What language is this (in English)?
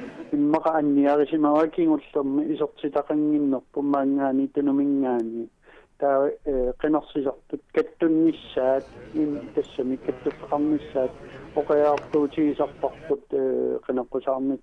Kalaallisut